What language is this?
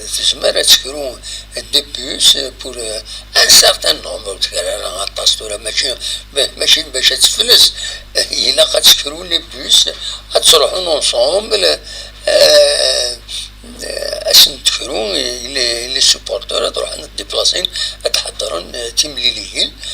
Kabyle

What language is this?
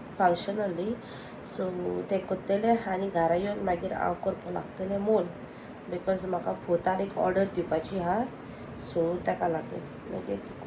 Konkani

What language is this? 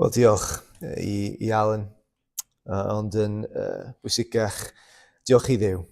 Welsh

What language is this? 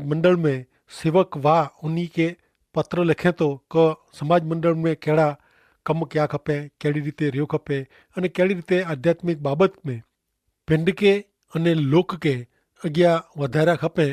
Kachhi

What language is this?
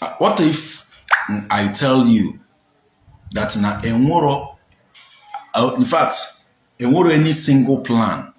Igbo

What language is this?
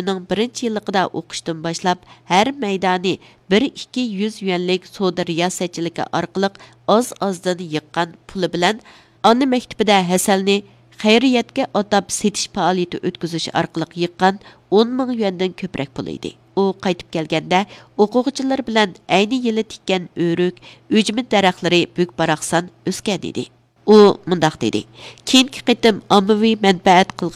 Uyghur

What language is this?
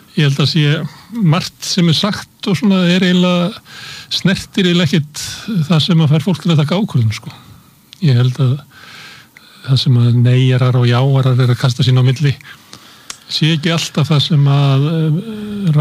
Icelandic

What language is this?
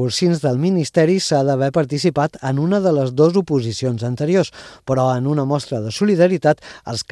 Catalan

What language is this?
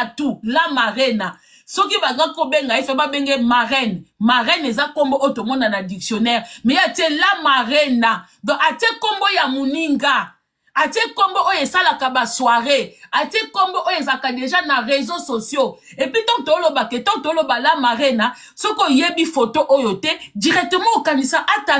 Lingala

